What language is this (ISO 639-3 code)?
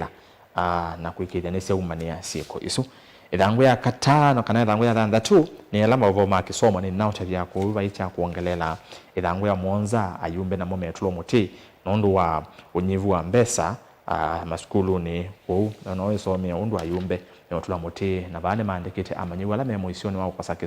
kam